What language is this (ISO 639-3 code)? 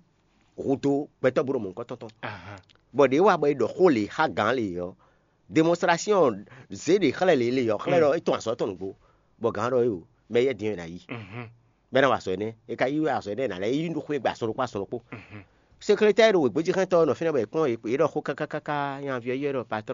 fon